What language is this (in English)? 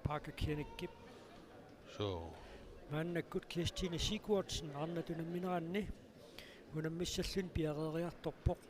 Kalaallisut